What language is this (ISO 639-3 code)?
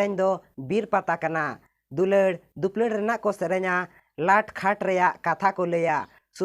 sat